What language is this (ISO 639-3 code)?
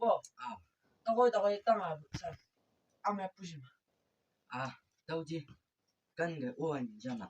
nbc